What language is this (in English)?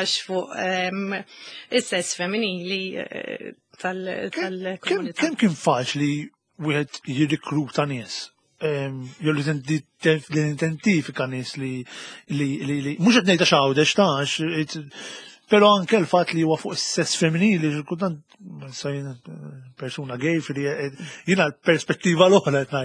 Maltese